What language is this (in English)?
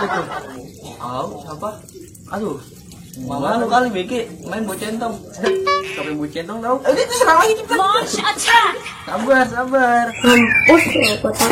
Betawi